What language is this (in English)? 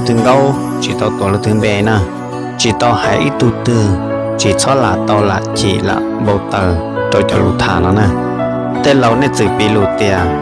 Hmong